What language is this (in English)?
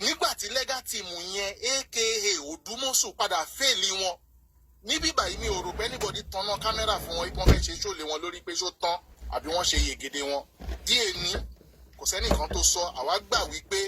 Yoruba